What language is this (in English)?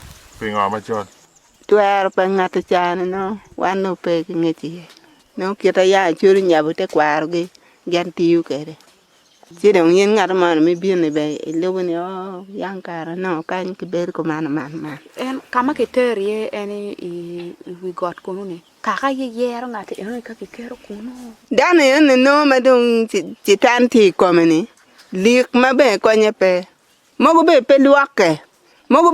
Acoli